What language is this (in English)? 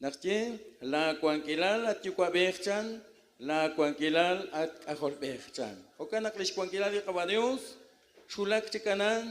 Kekchí